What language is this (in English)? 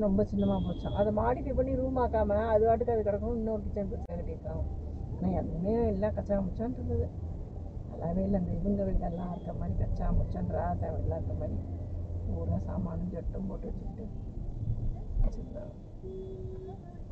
Tamil